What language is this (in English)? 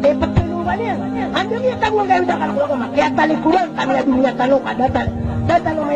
Maranao